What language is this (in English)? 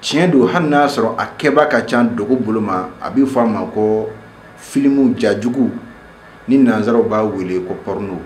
Bambara